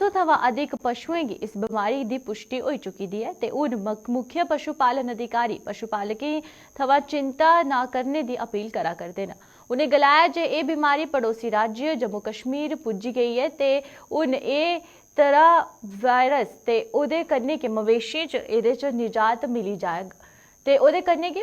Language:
Dogri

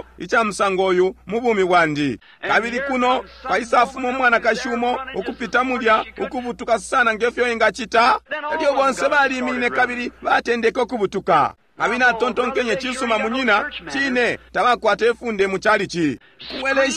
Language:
Bemba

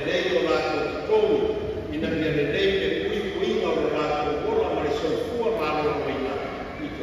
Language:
Samoan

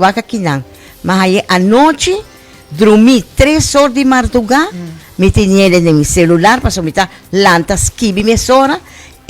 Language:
Papiamento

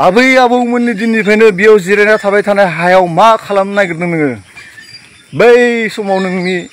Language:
Bodo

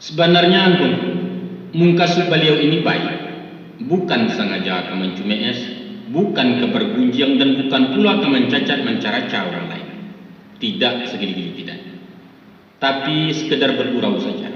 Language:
Minangkabau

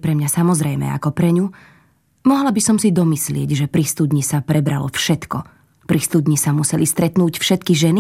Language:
Slovak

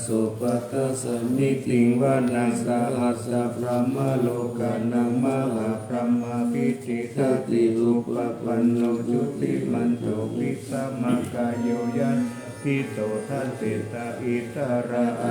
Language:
Pali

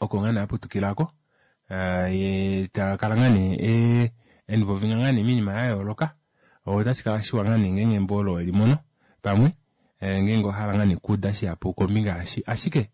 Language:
Kuanyama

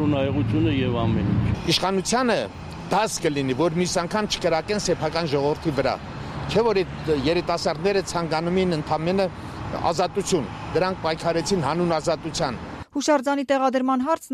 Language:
Armenian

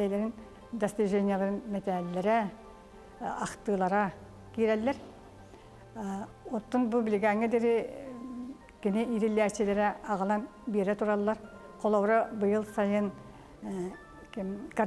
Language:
Yakut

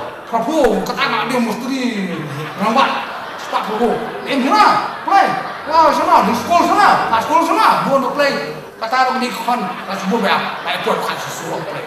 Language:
Khasi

